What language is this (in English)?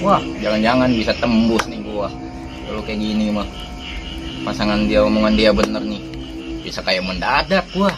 Betawi